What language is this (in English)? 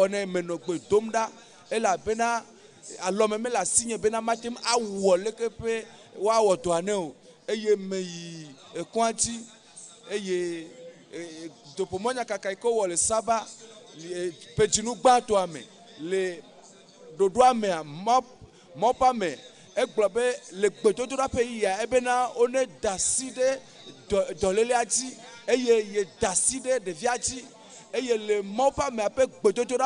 Ewe